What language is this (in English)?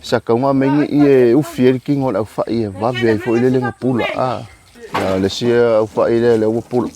Samoan